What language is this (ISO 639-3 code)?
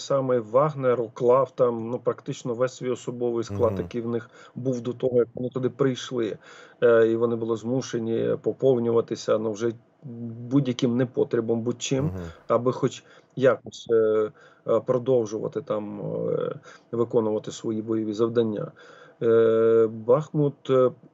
ukr